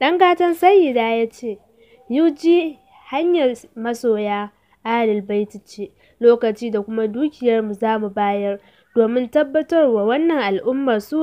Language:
Hausa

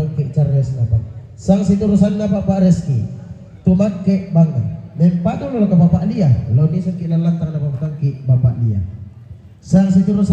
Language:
Toraja-Sa'dan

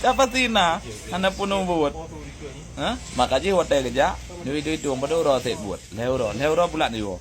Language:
Achinese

